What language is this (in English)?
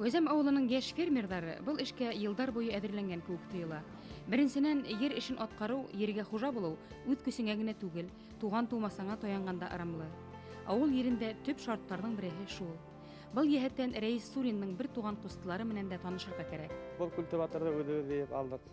Bashkir